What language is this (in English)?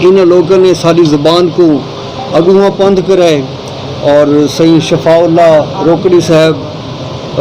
Saraiki